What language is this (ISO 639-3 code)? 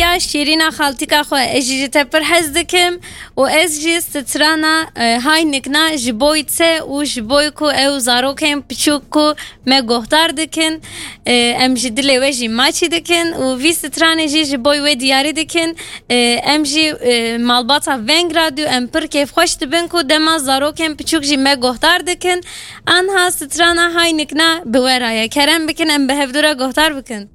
kur